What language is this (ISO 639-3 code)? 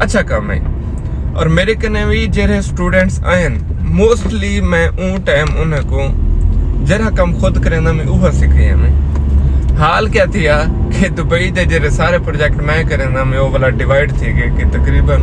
skr